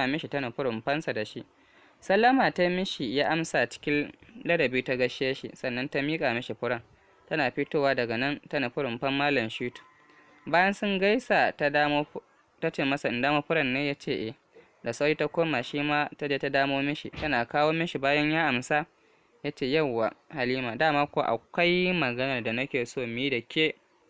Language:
Hausa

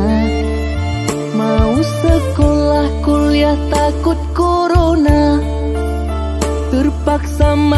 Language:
Indonesian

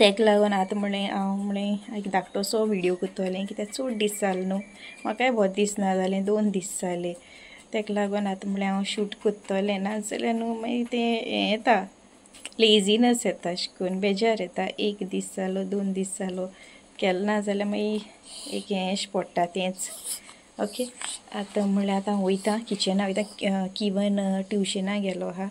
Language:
Konkani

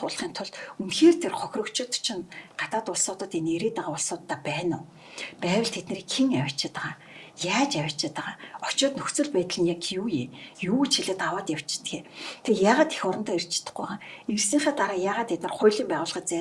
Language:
Mongolian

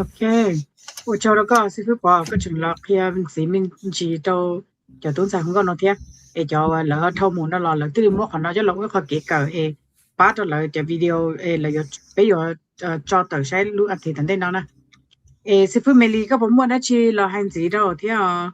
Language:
Hmong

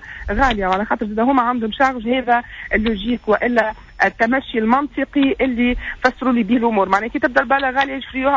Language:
Tunisian Arabic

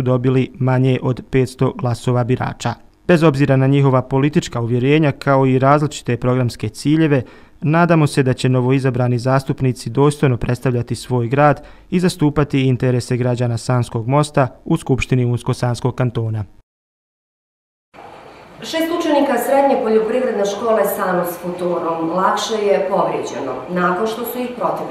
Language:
Bosnian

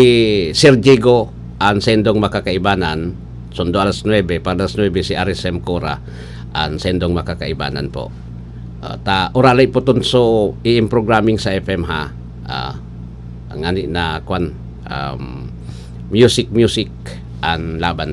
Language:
Bikol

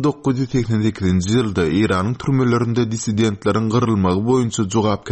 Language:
Turkmen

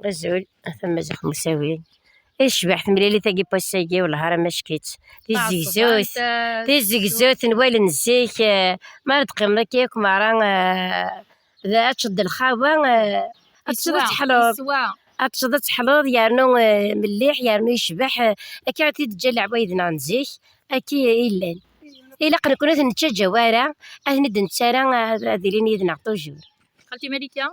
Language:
Kabyle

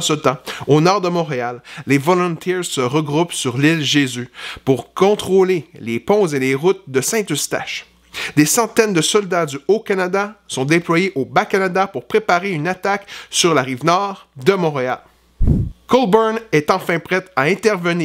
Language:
French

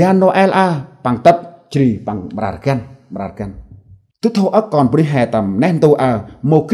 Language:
Central Mnong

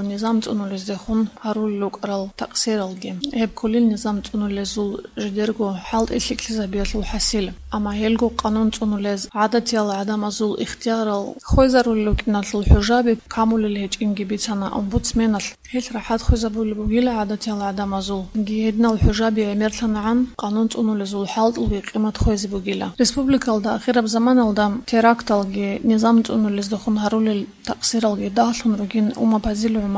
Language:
Avaric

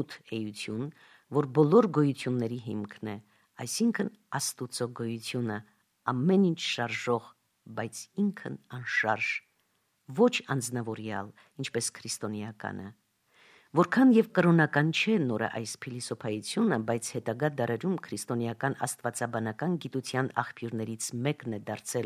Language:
Armenian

